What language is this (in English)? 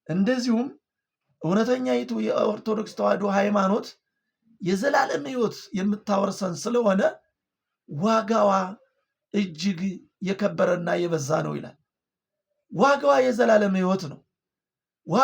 Amharic